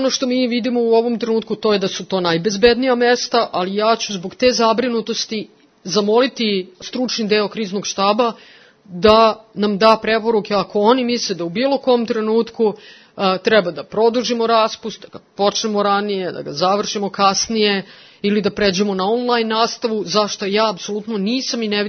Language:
Serbian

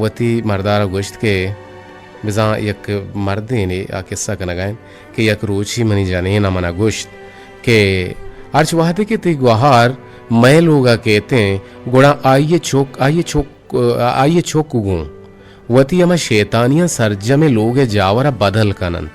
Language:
Eastern Balochi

